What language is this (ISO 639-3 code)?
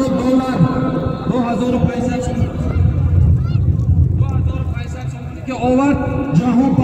fas